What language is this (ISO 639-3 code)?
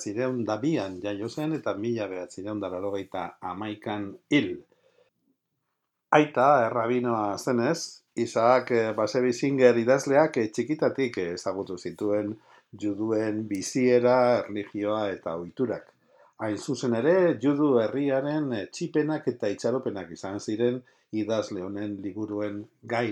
eus